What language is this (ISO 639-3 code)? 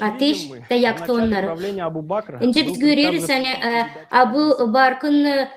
gag